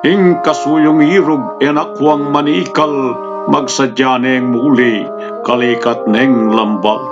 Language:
Pampanga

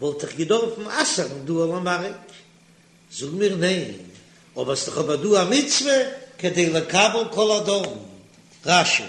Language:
Yiddish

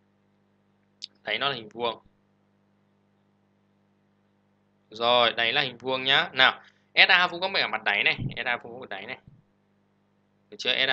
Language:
Vietnamese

